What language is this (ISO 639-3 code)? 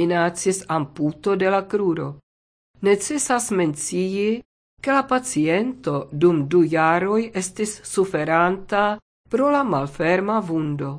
epo